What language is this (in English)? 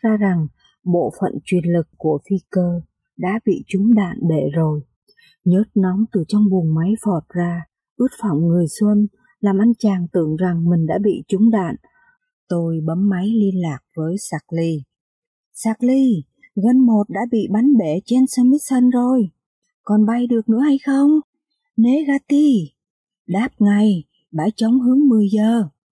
Vietnamese